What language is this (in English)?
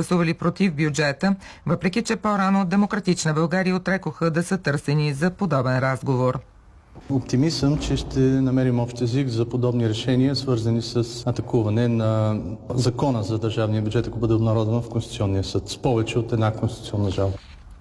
Bulgarian